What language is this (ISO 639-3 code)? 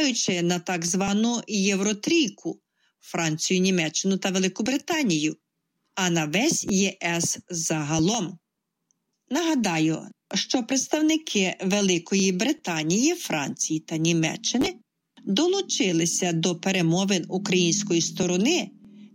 ukr